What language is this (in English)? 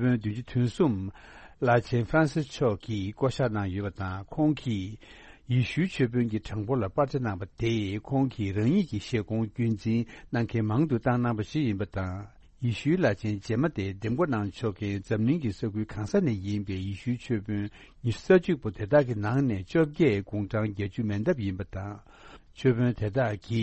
Tibetan